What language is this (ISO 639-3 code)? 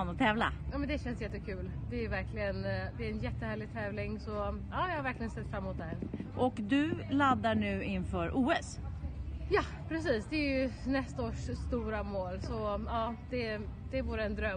swe